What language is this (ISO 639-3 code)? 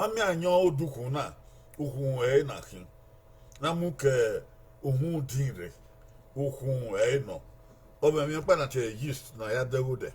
bin